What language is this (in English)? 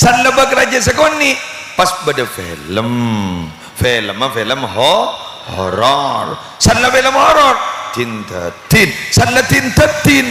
Madurese